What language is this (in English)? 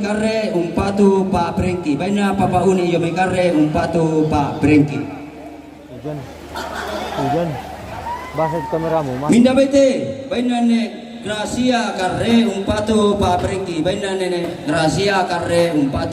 Toraja-Sa'dan